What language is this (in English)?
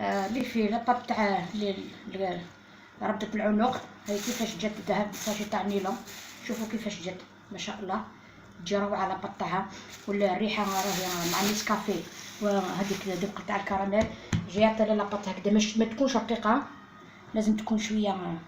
Algerian Arabic